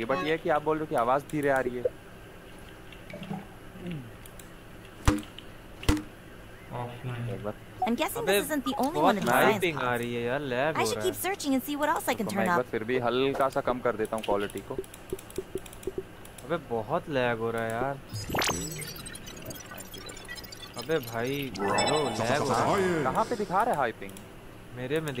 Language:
Hindi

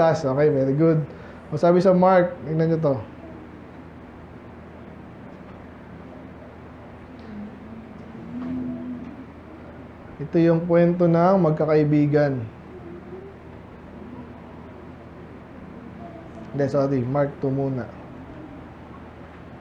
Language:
Filipino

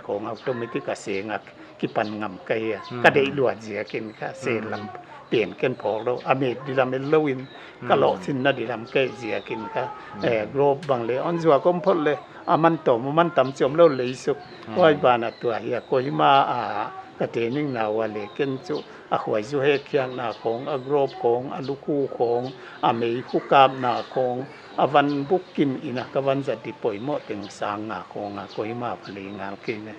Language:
Paite Chin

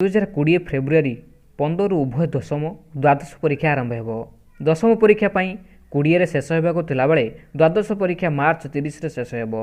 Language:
Odia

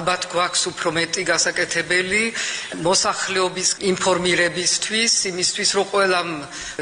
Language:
Georgian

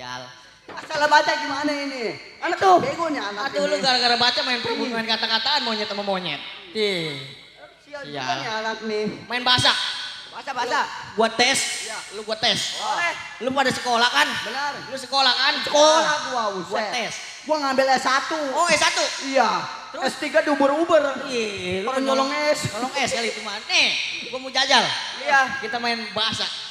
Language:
Betawi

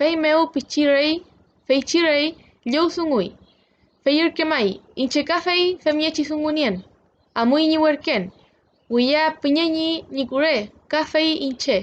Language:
Mapuche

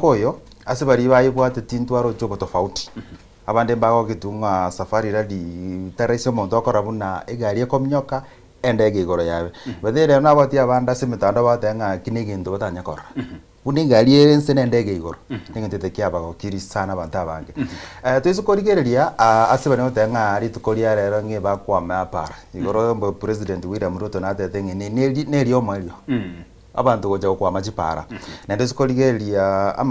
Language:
Gusii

